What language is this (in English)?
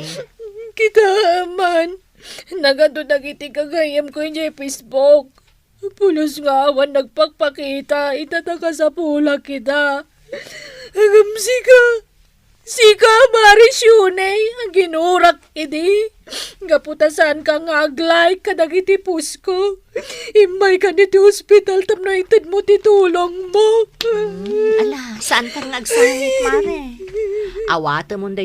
Iloko